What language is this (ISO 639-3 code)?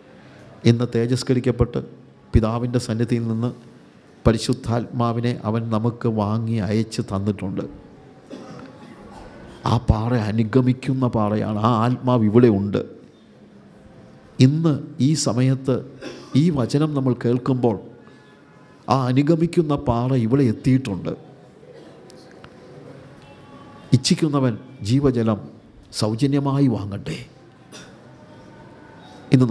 mal